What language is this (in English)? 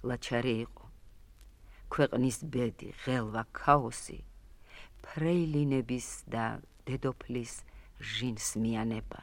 Georgian